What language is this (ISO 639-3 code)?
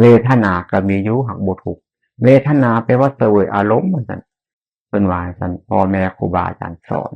tts